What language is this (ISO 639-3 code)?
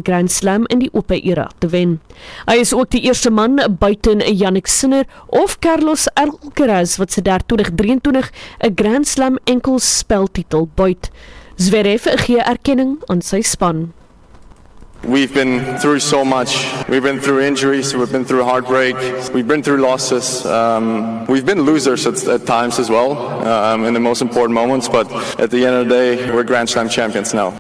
afr